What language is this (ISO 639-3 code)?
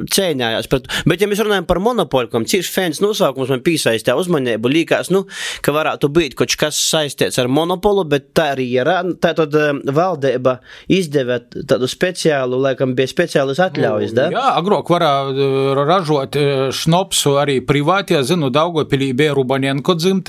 lav